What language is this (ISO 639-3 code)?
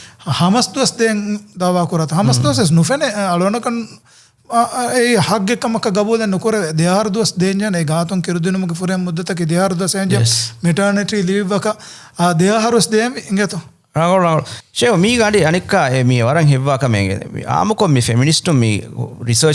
div